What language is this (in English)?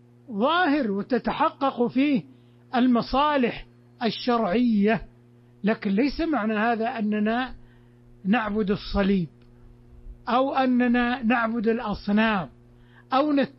Arabic